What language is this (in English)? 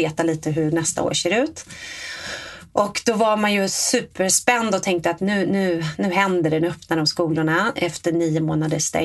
Swedish